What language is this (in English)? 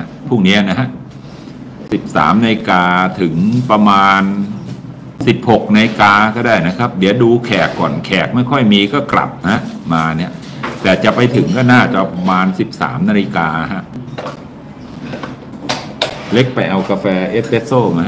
Thai